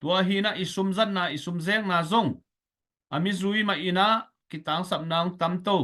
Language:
Tedim Chin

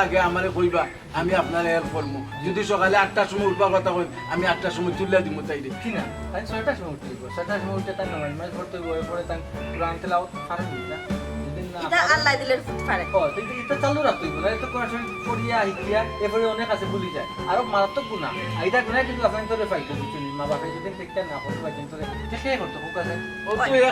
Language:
Sylheti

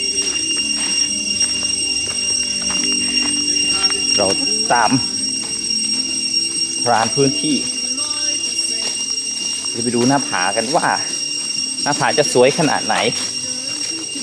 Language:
Thai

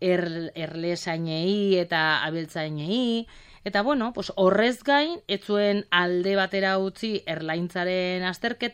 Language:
Basque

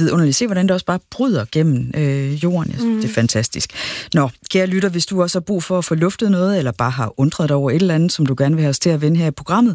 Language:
Danish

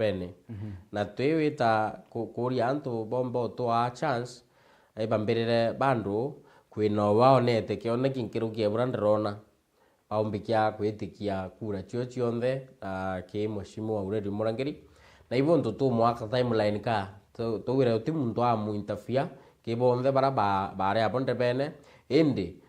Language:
Meru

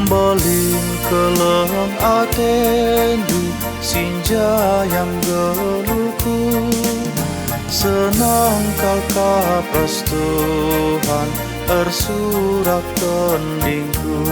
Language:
Batak Karo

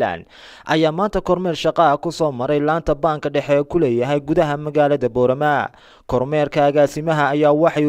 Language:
Somali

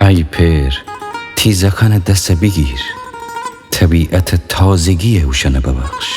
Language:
Gilaki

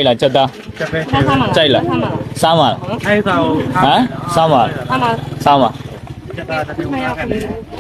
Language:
Burmese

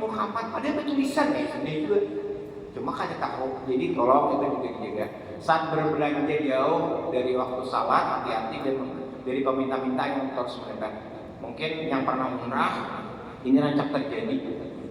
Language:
Banjar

